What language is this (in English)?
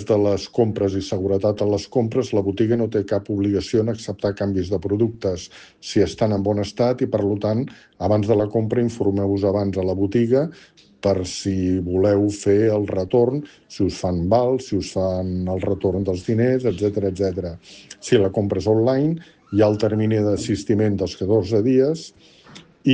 Catalan